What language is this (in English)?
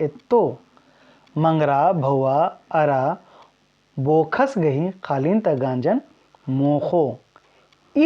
Kurukh